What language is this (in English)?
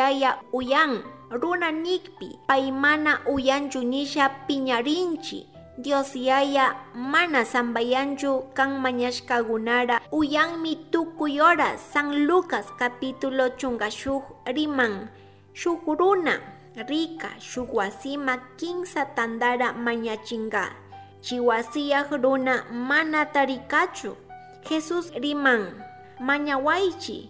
Chimborazo Highland Quichua